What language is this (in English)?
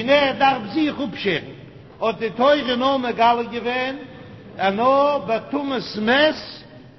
Yiddish